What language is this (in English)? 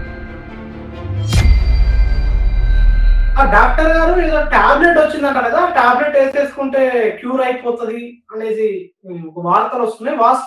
Telugu